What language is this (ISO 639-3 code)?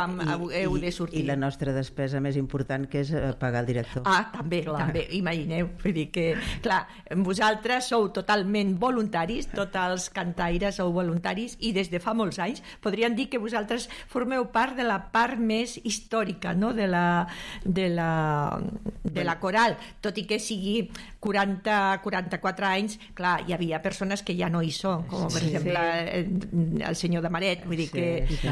cat